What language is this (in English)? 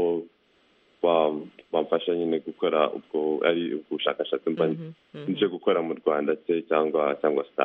Kinyarwanda